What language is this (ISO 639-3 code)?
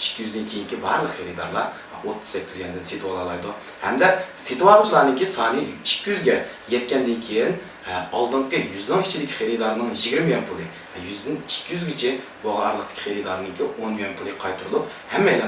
uig